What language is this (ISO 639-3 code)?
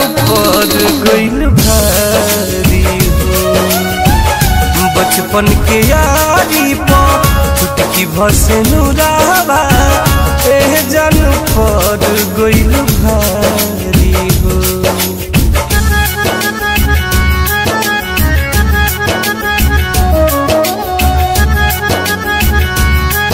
bho